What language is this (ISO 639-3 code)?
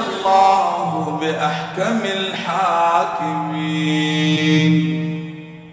ara